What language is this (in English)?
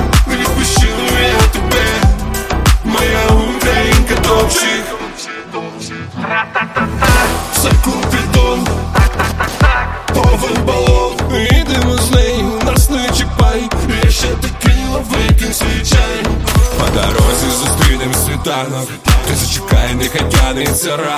Ukrainian